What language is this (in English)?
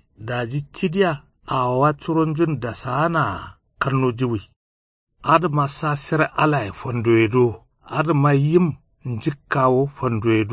Kanuri